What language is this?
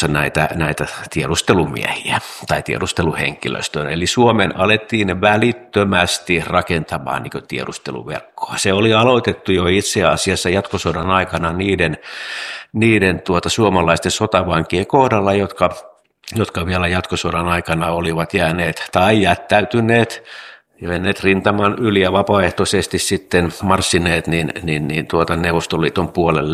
Finnish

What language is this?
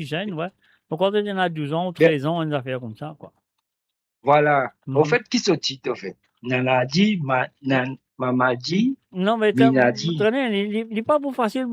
Morisyen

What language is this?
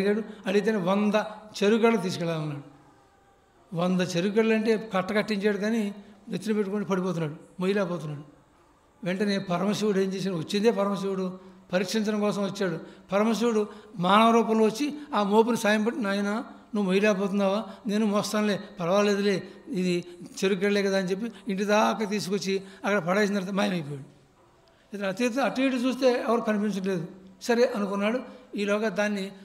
Telugu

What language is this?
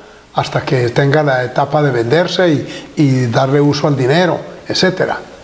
Spanish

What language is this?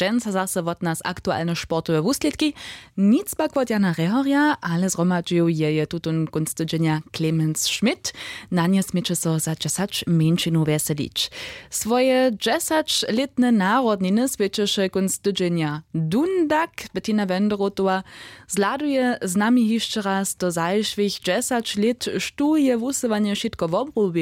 Upper Sorbian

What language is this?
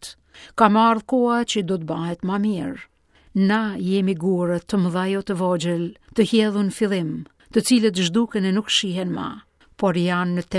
Albanian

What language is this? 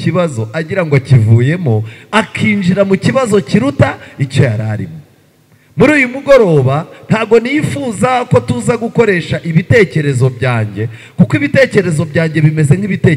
Kinyarwanda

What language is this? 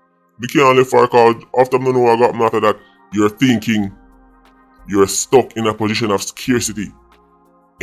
Jamaican Creole English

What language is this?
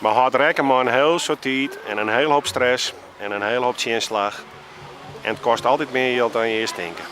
Western Frisian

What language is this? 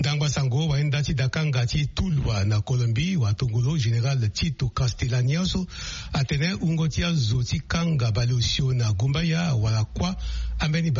Sango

